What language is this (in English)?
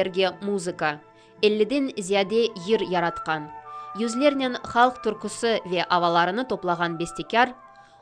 Crimean Tatar